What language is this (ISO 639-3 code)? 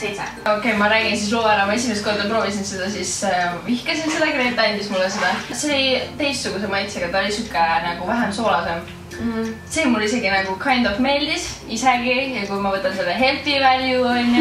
est